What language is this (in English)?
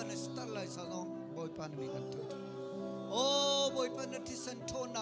Hakha Chin